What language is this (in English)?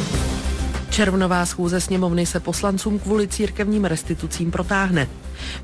Czech